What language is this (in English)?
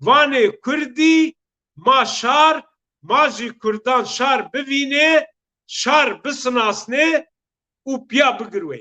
Zaza